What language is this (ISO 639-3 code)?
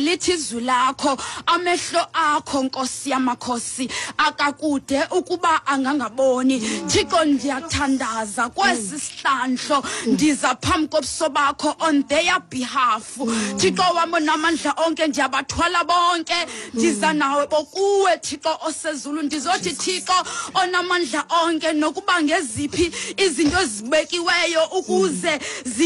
xho